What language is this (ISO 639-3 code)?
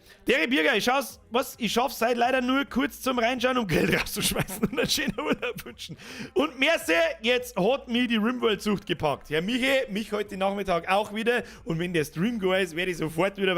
bar